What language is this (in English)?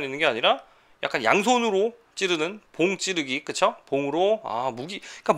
Korean